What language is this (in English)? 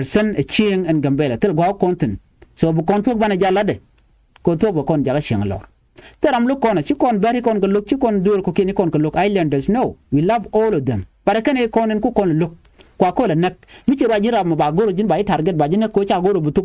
Nuer